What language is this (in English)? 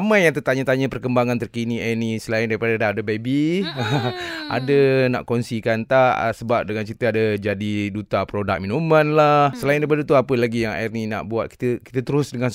Malay